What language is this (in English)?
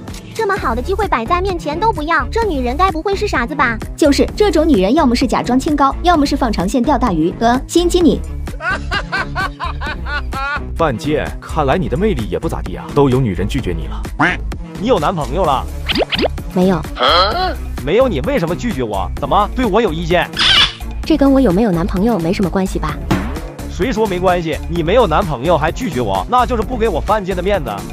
Chinese